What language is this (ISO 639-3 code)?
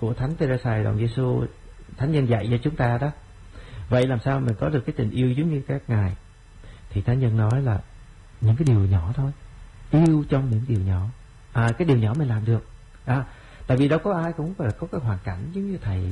vie